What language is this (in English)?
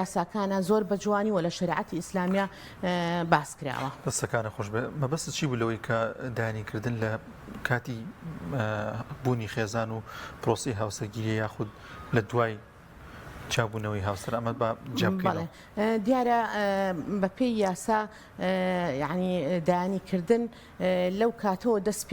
Central Kurdish